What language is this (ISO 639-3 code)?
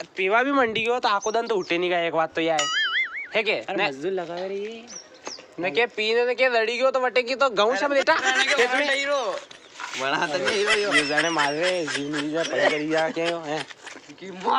raj